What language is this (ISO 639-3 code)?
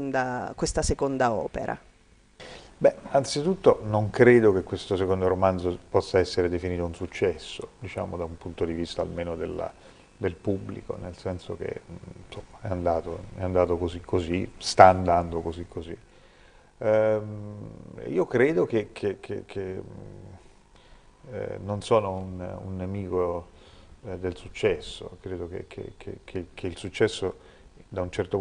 ita